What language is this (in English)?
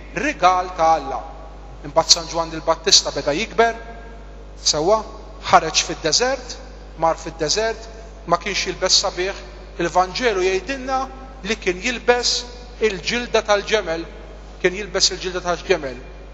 Maltese